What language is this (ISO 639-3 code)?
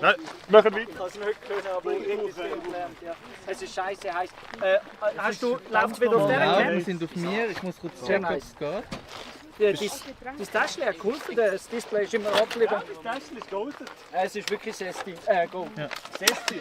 gsw